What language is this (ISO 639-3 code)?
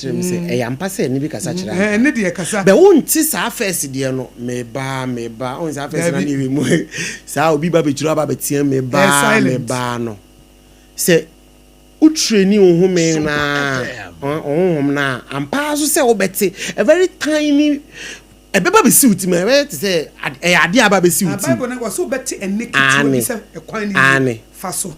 aka